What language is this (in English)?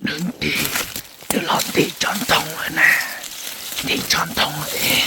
Hmong